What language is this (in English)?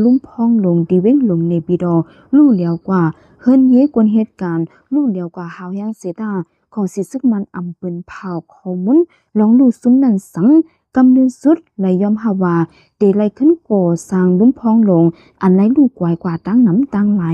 Shan